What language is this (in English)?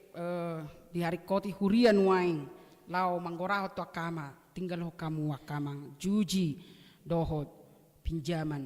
Batak Toba